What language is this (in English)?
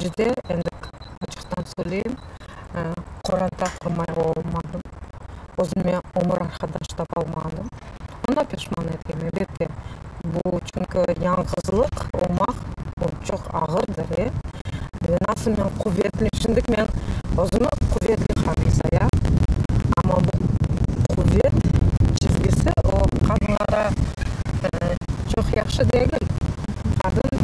Crimean Tatar